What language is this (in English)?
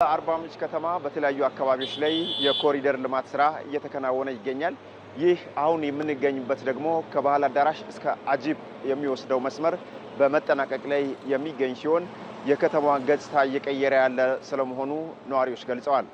Amharic